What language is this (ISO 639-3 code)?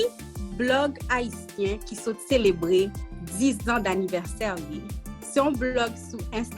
hat